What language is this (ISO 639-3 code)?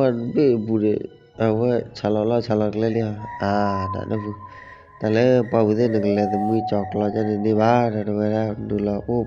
ksw